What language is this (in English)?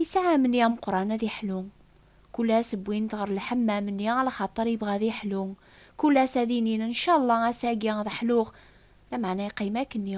Kabyle